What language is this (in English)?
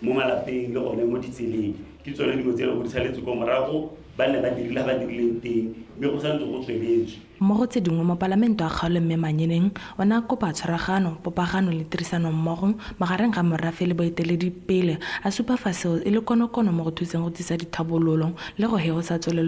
Tswana